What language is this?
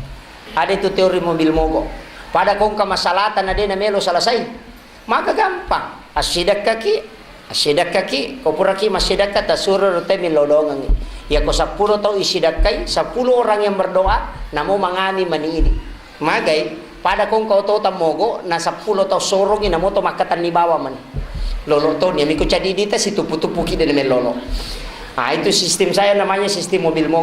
Buginese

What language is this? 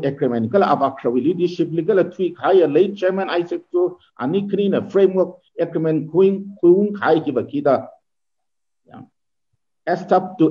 Tangkhul Naga (India)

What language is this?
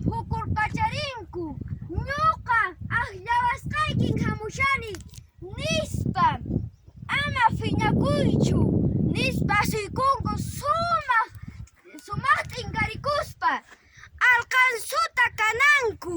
Quechua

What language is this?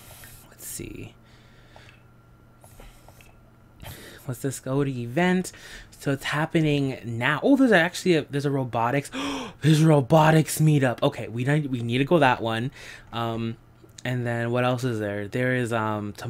English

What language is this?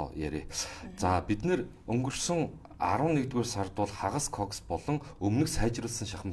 Mongolian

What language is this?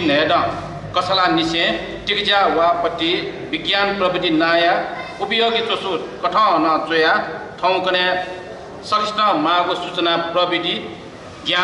Newari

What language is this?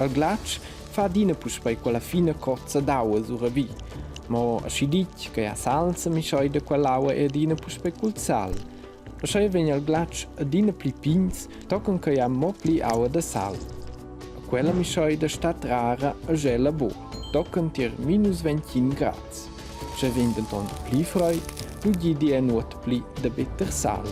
Romansh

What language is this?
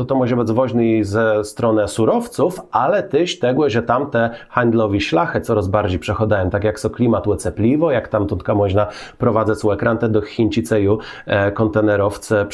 Kashubian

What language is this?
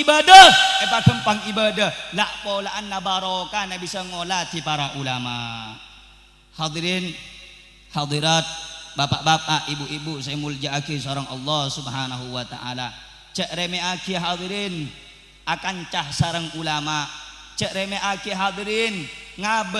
Madurese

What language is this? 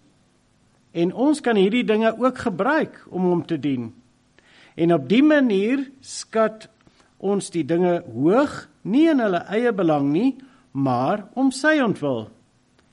Afrikaans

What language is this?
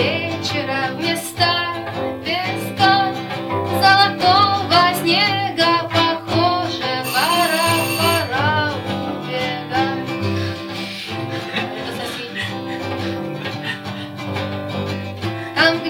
Russian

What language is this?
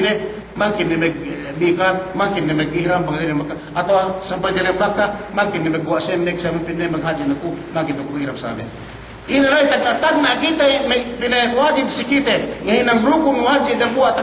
Yakan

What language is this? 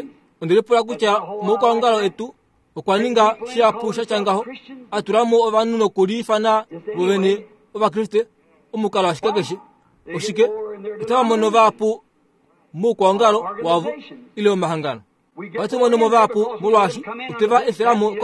Kuanyama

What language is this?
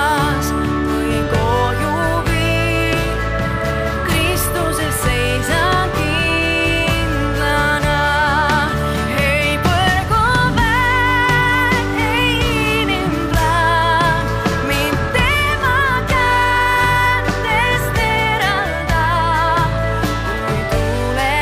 Estonian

